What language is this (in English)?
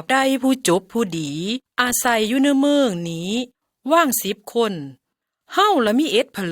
Lao